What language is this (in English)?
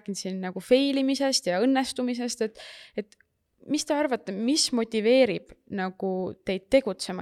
Estonian